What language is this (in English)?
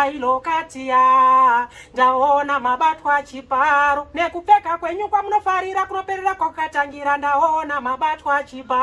Shona